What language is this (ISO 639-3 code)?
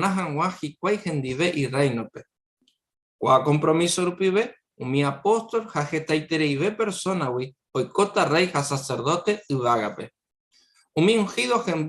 grn